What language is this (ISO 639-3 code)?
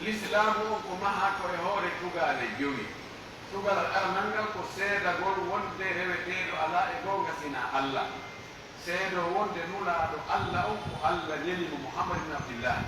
ful